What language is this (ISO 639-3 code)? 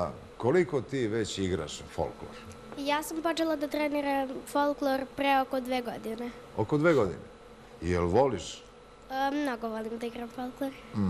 srp